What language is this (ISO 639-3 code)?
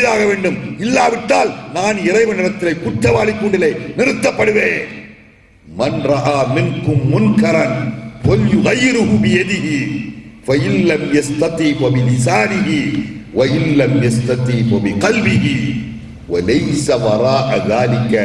tam